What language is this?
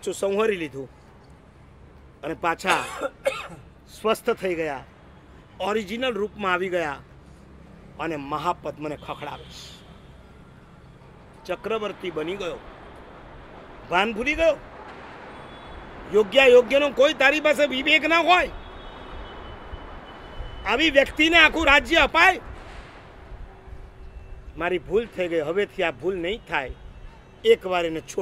Gujarati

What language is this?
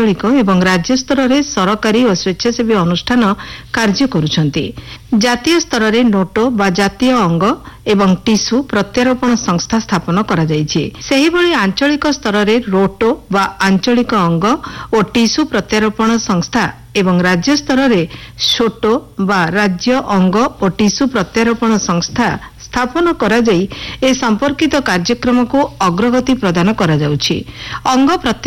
Odia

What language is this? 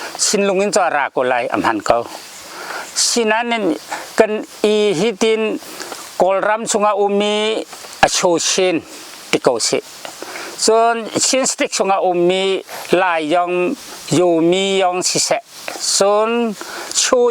Hakha Chin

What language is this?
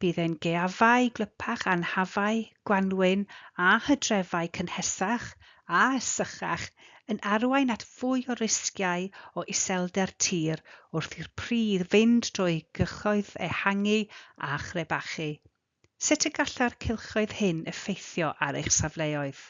Welsh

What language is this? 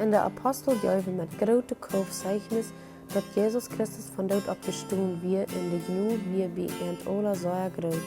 Plautdietsch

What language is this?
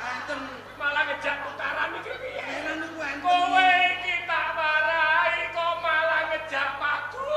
Javanese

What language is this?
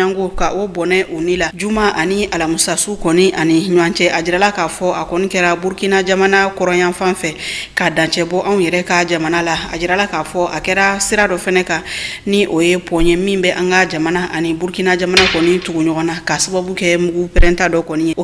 Bambara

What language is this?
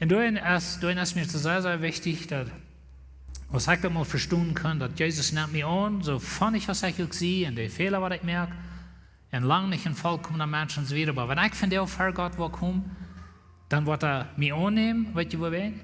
Plautdietsch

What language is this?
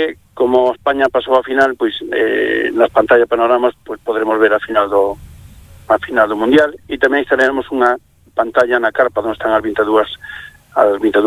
Galician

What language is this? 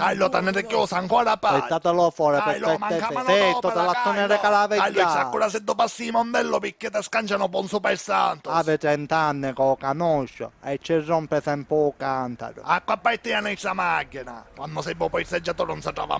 Sicilian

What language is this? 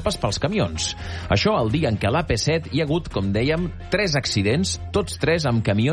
Catalan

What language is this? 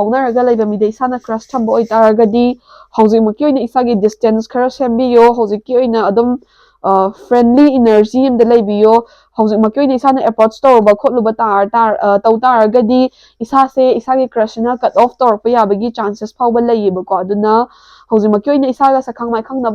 Manipuri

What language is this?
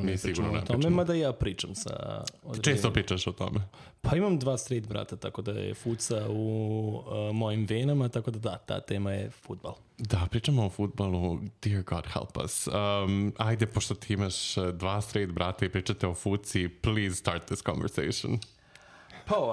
Serbian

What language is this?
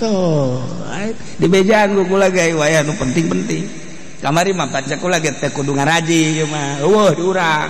Sundanese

